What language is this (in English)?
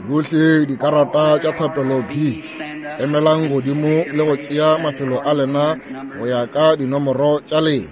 Northern Sotho